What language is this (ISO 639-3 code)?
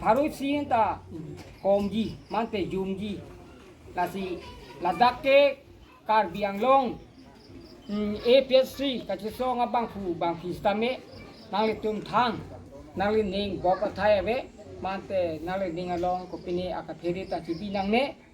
mjw